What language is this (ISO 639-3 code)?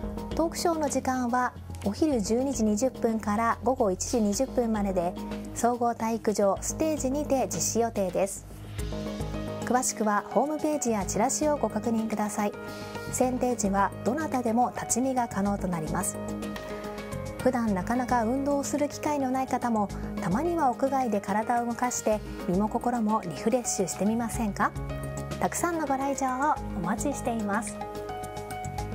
jpn